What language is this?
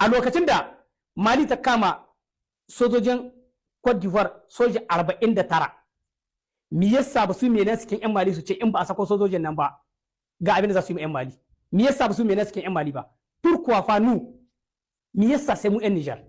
Hausa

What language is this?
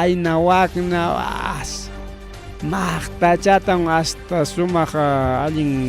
Ayacucho Quechua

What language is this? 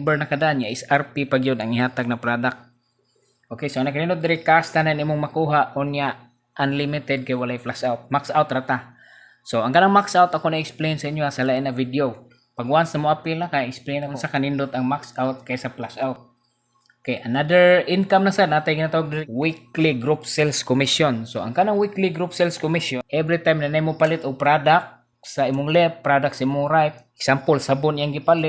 Cebuano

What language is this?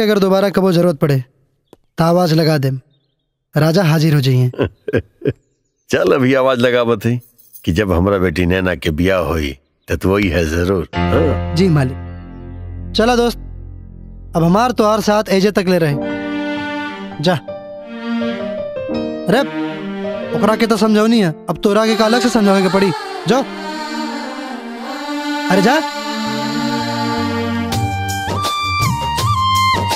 Bhojpuri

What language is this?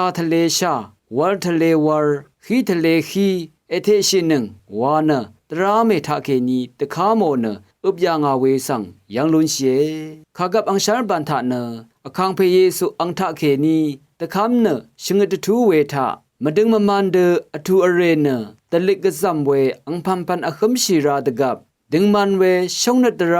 Rawang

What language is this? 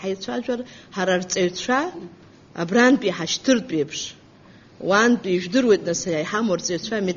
Abkhazian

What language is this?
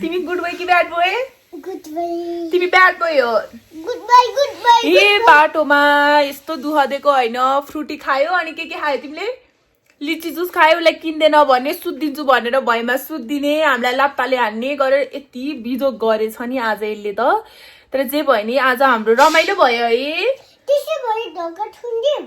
Nepali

